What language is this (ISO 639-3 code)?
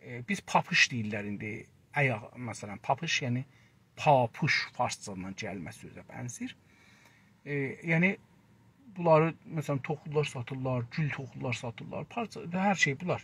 azb